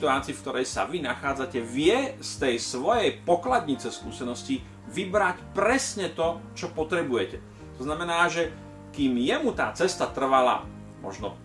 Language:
Slovak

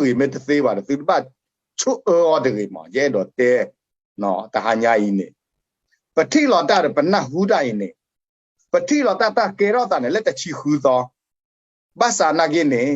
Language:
S'gaw Karen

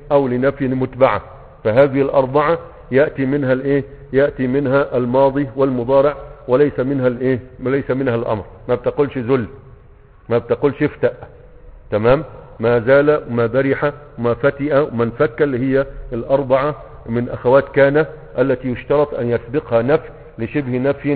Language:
Egyptian Arabic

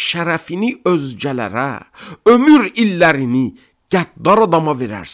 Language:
Azerbaijani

